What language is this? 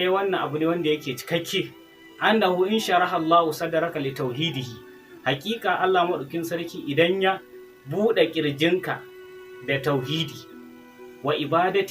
Hausa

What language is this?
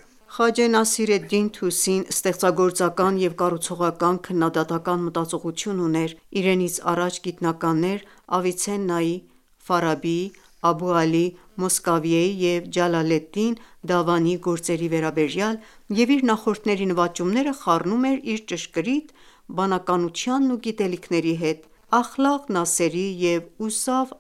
Armenian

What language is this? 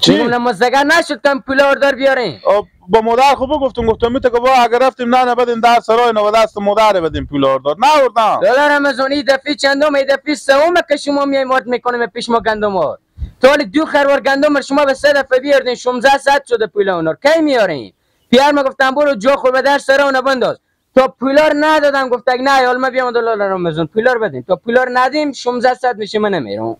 Hazaragi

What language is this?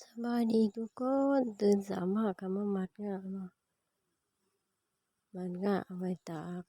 Lao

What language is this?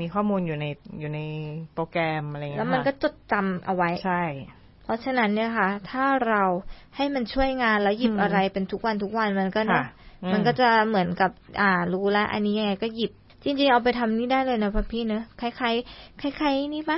Thai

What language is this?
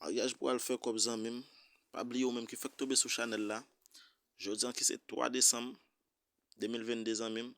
Haitian Creole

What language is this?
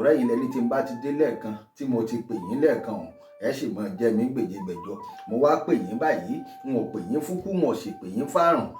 Yoruba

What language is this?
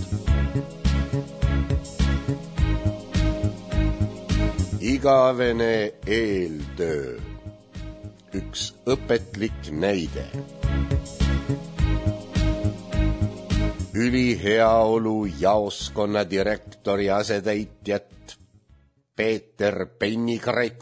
Estonian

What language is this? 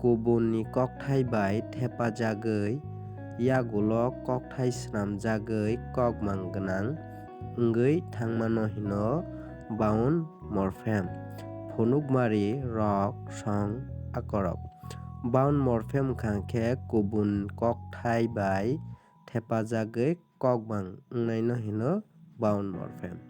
Kok Borok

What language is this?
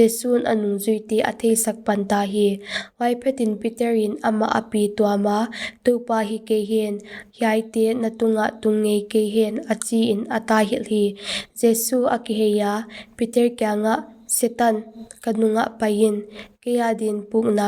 Paite Chin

